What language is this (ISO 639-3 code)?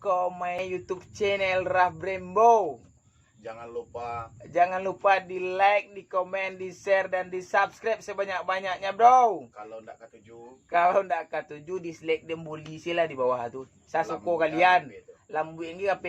min